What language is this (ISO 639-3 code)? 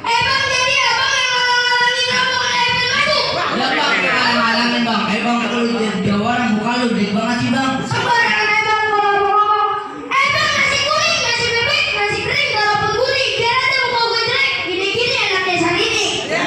bew